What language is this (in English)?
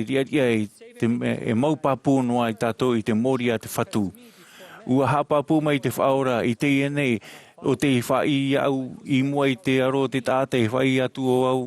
Tahitian